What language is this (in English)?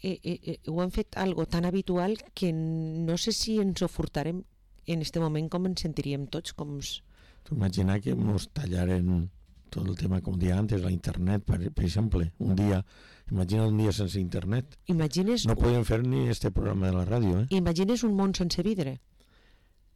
Catalan